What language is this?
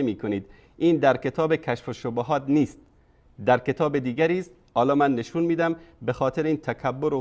Persian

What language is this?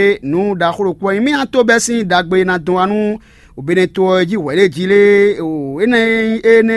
Fon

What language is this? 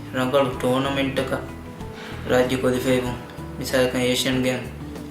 Divehi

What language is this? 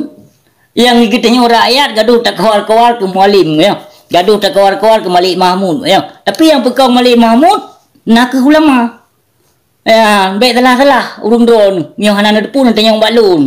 Achinese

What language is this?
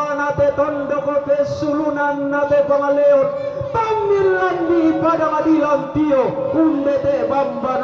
Toraja-Sa'dan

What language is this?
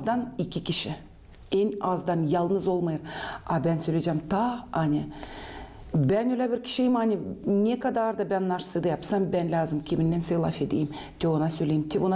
Gagauz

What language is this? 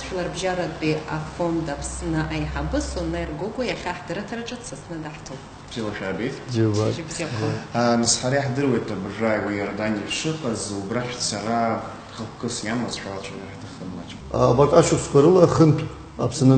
Abkhazian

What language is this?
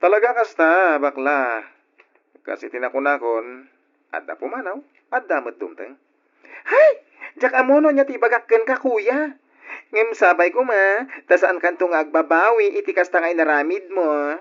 Iloko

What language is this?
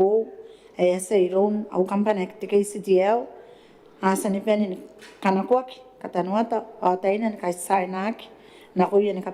Gilbertese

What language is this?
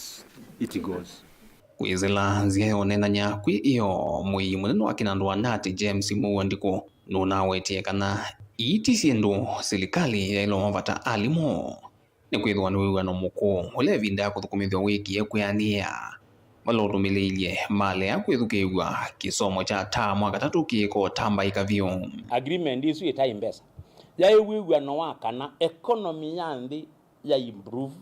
Kamba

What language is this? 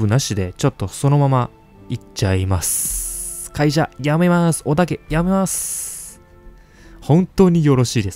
Japanese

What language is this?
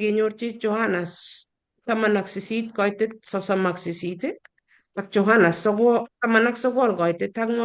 Kalenjin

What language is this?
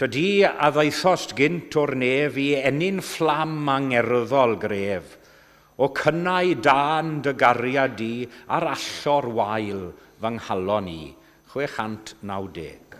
Welsh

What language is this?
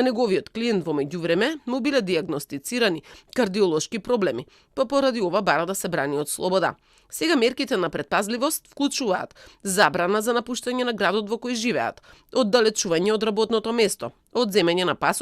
Macedonian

